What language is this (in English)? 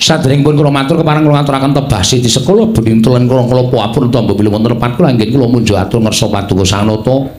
Javanese